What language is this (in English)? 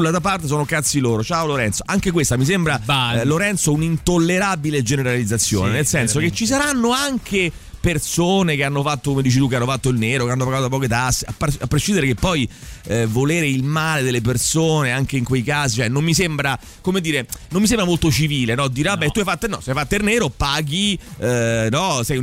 Italian